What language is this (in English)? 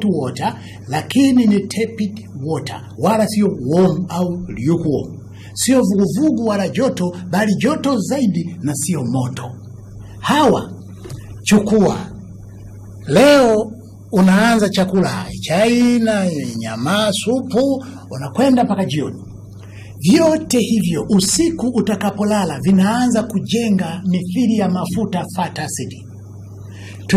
Swahili